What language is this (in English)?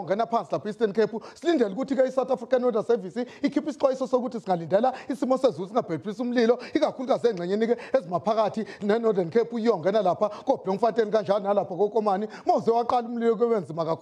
Zulu